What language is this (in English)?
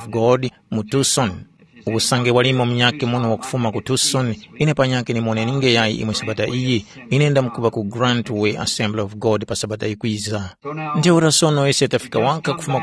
Tumbuka